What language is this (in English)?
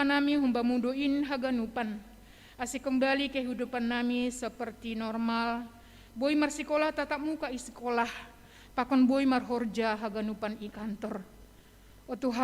Batak Simalungun